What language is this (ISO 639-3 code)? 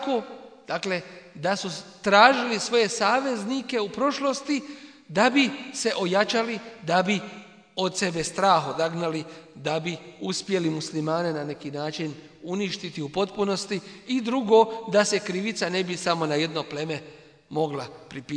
bos